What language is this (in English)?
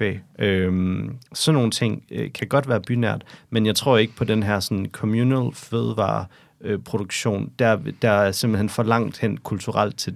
Danish